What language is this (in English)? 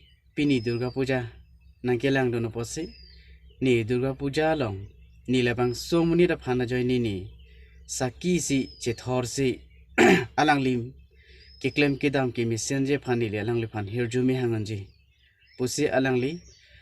Karbi